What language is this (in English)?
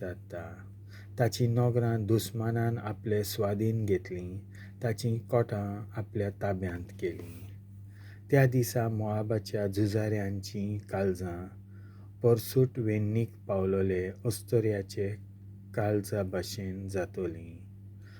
Konkani